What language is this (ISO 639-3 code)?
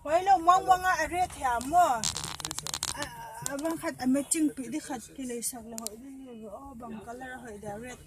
pck